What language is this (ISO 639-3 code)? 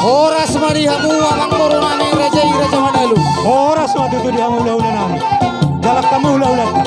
bbc